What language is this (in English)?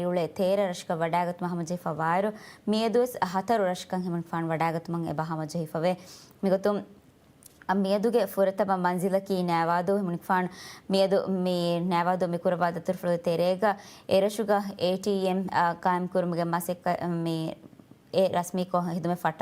Divehi